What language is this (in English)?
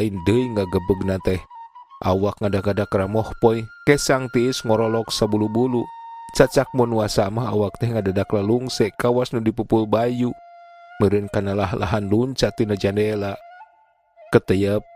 Sundanese